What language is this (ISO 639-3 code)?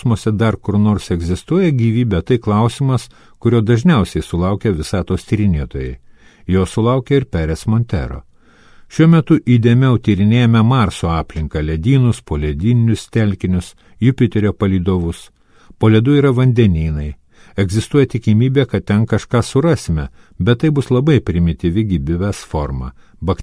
lit